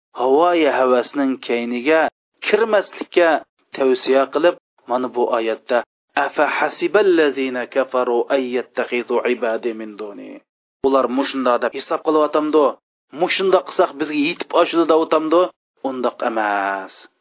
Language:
Uyghur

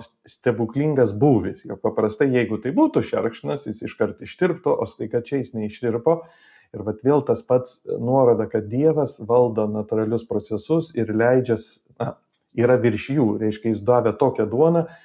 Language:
Lithuanian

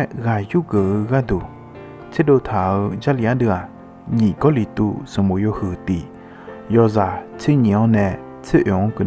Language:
Akha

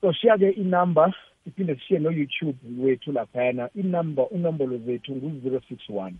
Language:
South Ndebele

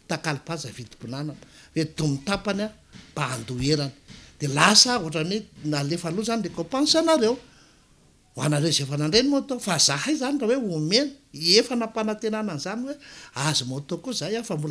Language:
Malagasy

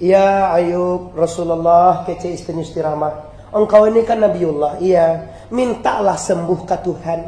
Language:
Minangkabau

